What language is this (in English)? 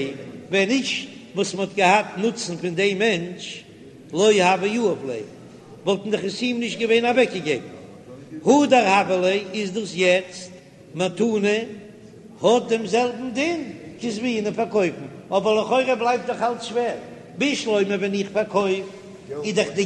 Yiddish